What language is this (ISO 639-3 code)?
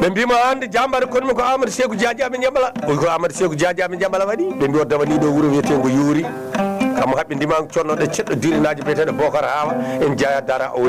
ful